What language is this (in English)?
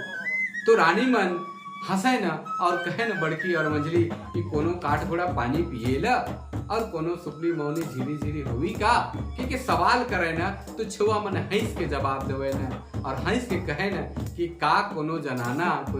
Sadri